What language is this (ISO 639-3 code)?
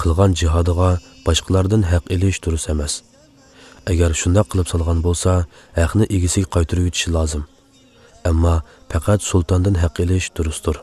uig